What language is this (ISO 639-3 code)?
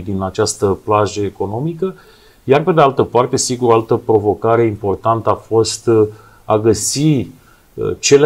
ron